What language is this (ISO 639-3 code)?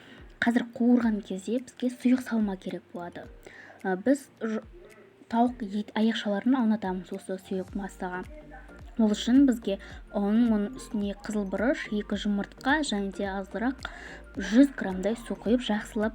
kaz